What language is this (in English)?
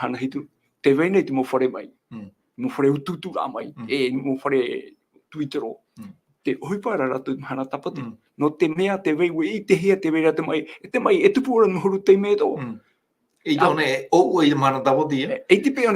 Tahitian